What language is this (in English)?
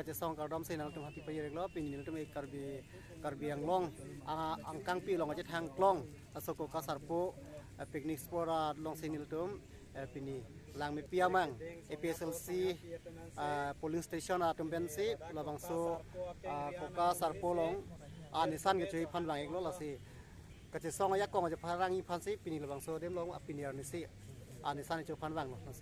Karbi